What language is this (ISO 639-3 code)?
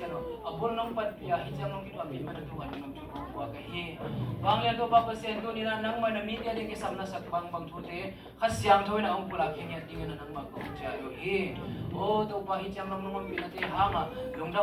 ctd